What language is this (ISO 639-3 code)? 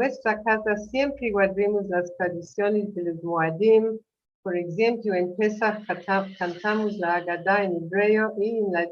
lad